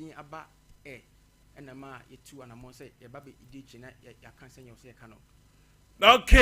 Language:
Akan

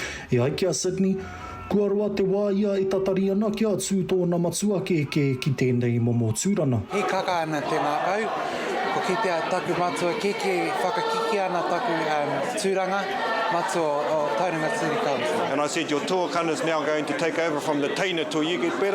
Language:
Māori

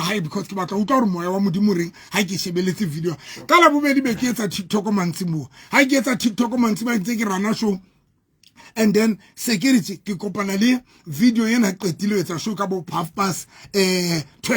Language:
Southern Sotho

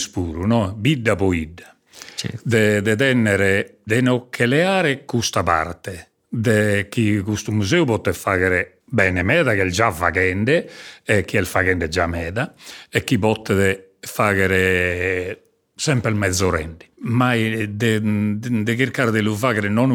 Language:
Sardinian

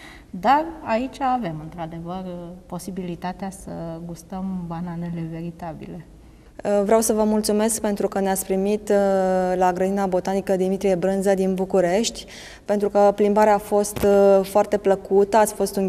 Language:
Romanian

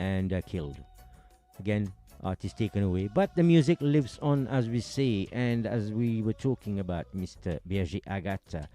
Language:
Morisyen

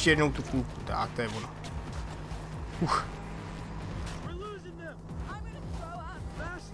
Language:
Czech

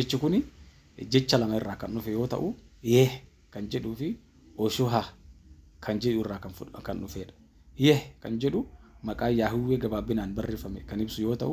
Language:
Oromo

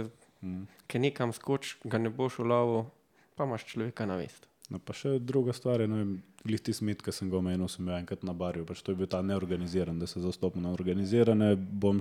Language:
Slovenian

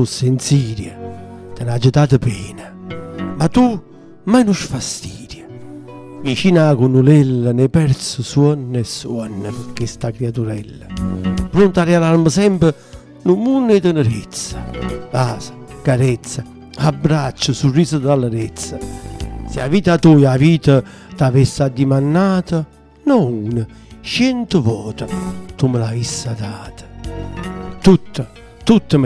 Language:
Neapolitan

